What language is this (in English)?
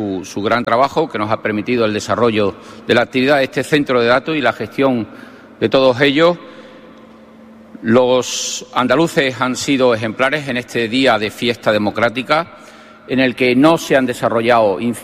Spanish